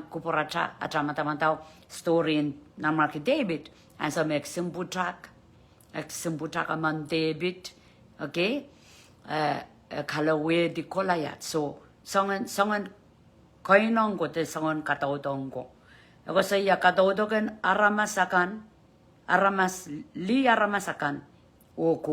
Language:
Pohnpeian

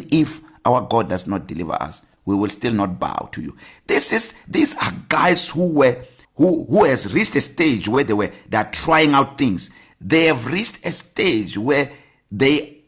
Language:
English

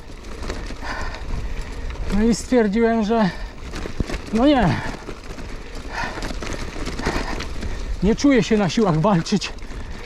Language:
Polish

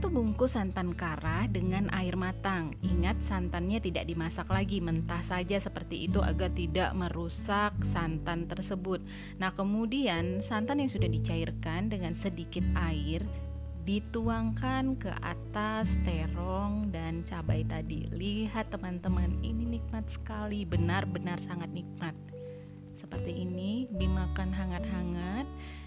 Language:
Indonesian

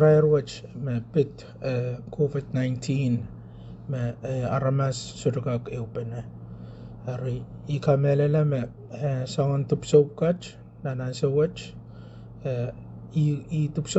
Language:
Pohnpeian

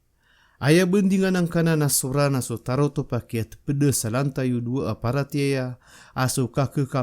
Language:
Maranao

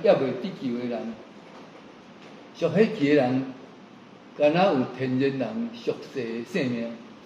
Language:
Min Nan Chinese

